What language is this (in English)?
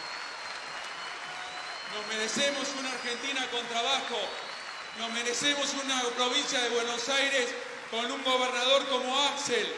Spanish